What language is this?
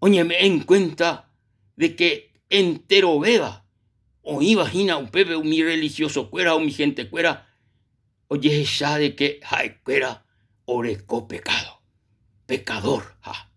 Guarani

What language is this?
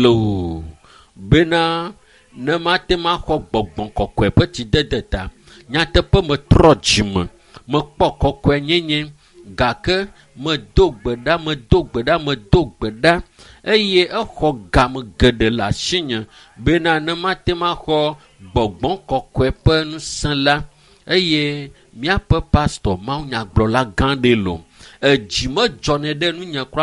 Ewe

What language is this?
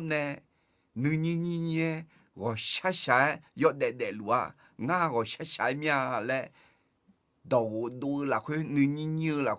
Akha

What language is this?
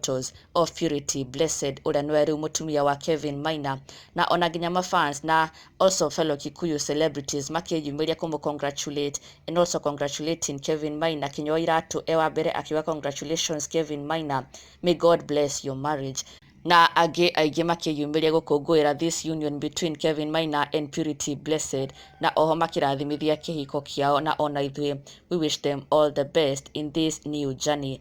Kikuyu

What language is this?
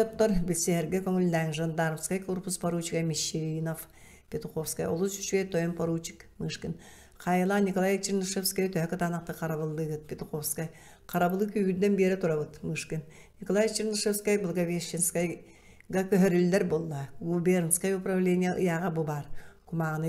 Yakut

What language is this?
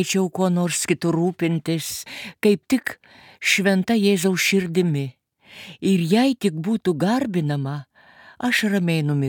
Lithuanian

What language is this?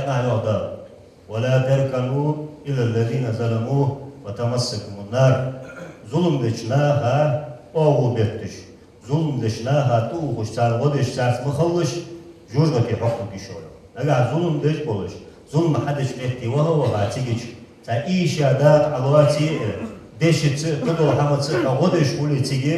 Ingush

